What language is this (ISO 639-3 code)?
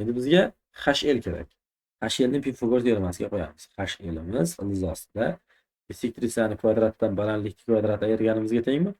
uzb